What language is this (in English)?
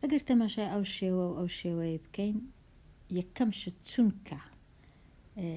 Central Kurdish